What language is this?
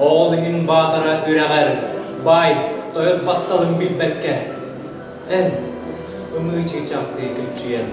Yakut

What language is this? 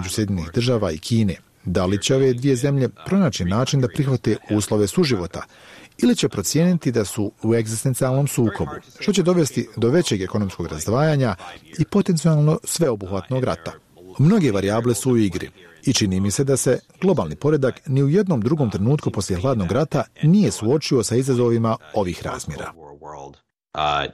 Bosnian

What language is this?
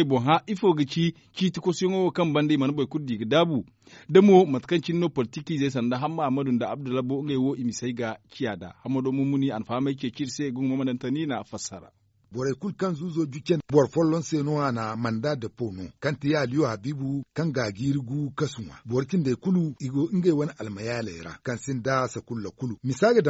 Zarma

